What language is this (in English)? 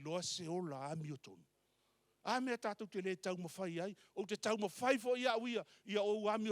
Samoan